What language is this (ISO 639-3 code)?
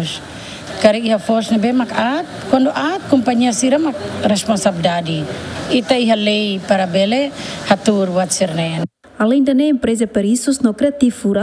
tet